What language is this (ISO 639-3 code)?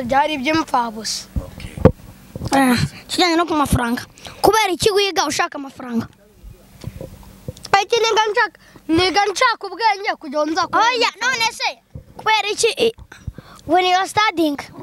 kin